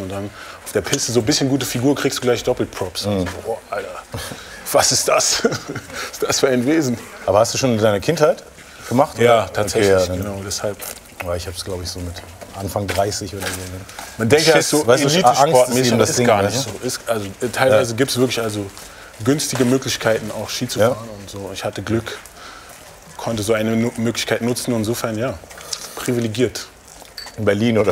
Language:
German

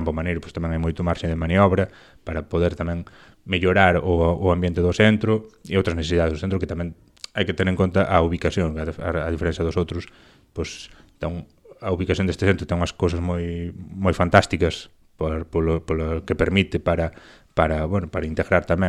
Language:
Galician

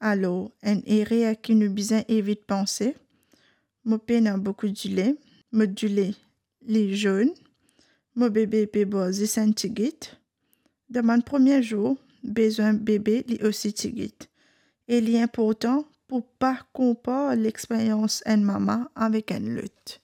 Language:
Morisyen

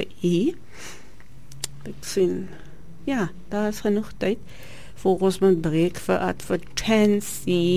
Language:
Afrikaans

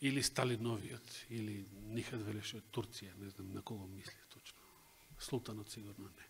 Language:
Macedonian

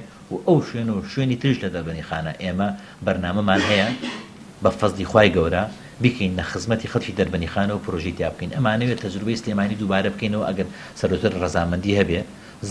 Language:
Central Kurdish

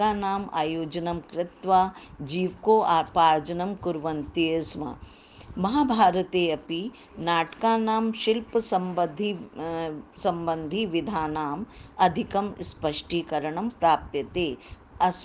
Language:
Sanskrit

